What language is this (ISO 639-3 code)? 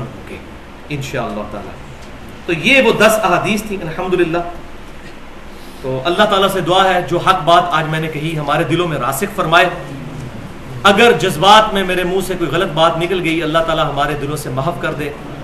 urd